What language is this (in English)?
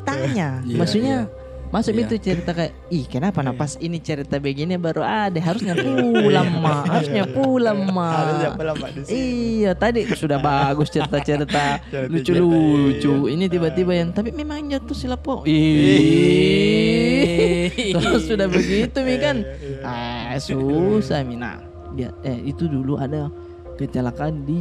Makassar Malay